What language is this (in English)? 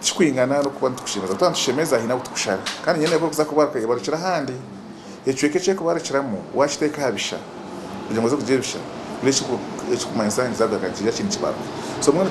Nyankole